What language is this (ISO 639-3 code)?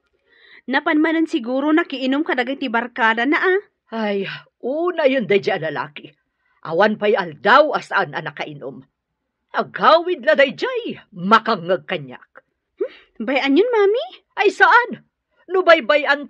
ilo